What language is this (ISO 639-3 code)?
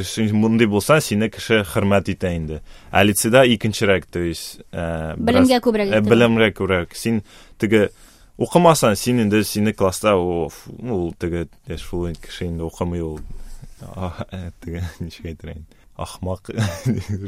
tat